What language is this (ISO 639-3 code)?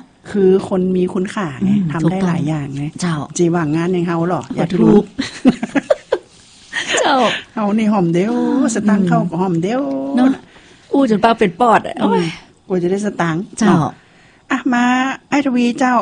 tha